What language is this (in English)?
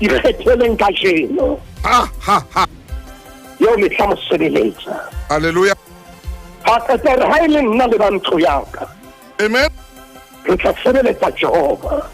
Southern Sotho